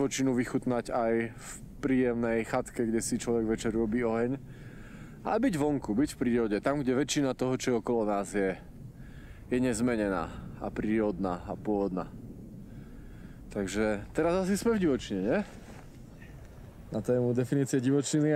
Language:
Slovak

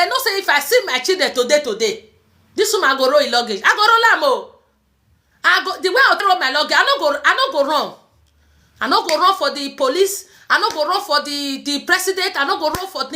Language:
Nigerian Pidgin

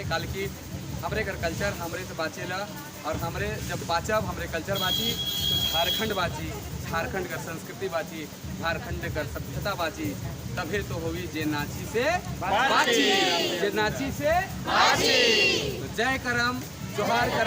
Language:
Sadri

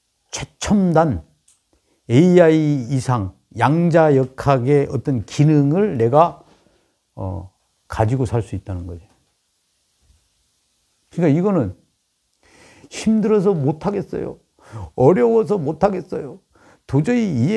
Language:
Korean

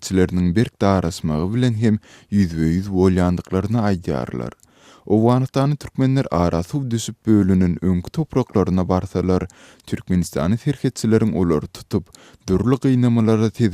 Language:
Turkmen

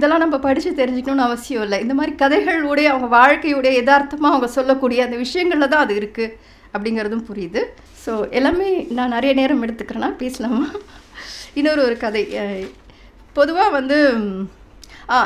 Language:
Tamil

